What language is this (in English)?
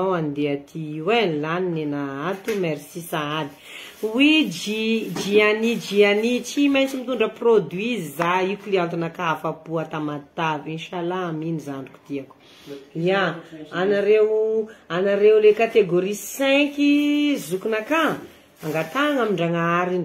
Malagasy